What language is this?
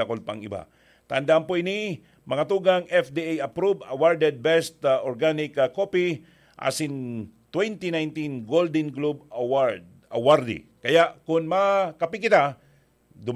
Bikol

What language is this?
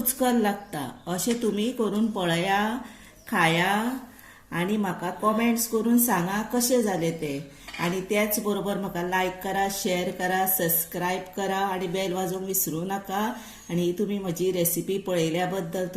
Konkani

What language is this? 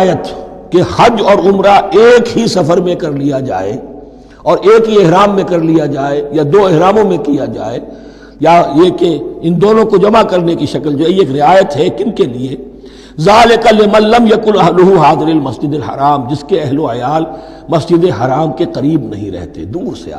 Urdu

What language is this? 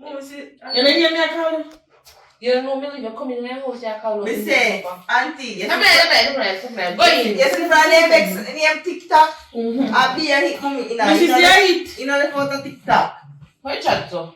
Jamaican Creole English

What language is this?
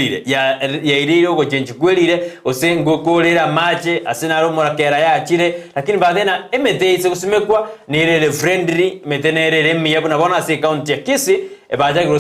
Gusii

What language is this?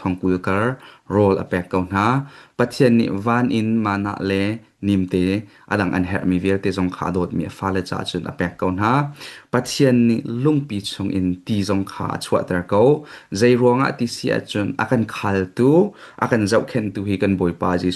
Hakha Chin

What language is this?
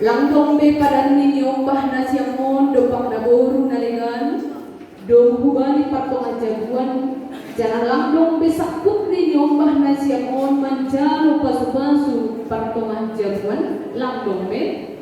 Batak Simalungun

